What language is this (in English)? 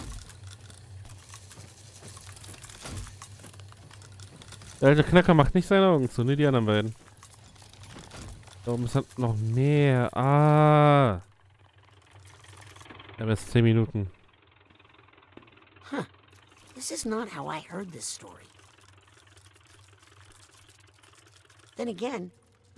German